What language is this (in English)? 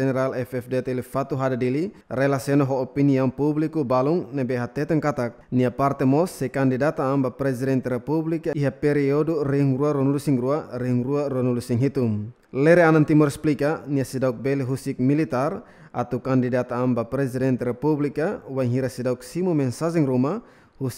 Tetum